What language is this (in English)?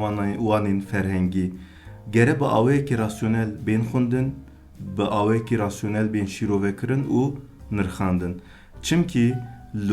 Kurdish